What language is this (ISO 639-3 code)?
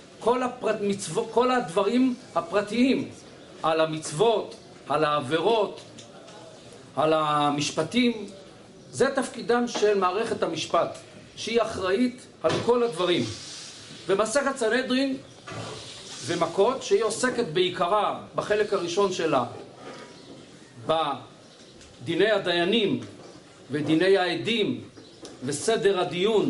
heb